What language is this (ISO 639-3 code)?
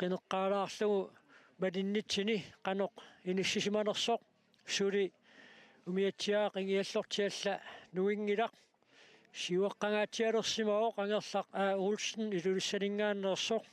kal